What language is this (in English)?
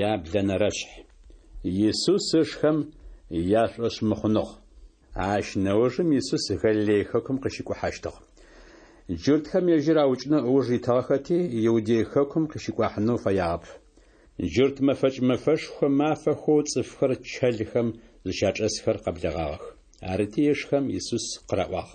Adyghe